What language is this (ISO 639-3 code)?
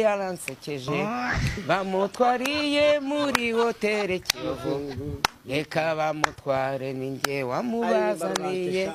kin